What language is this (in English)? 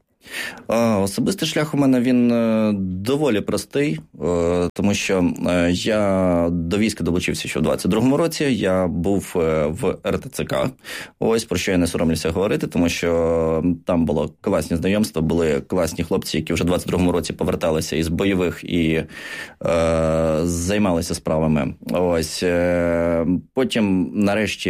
Ukrainian